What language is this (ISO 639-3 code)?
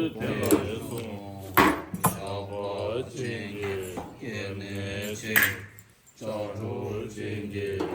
bod